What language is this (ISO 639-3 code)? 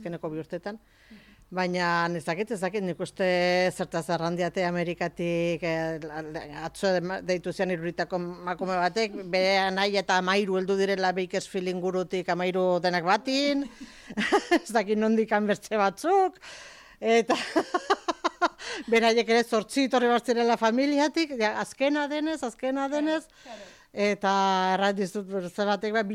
eus